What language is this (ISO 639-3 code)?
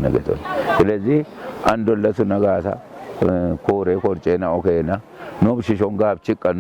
kbr